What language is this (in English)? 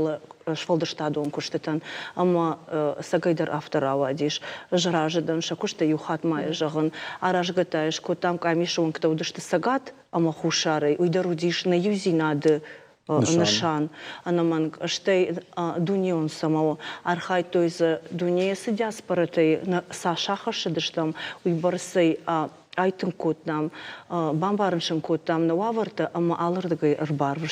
Ossetic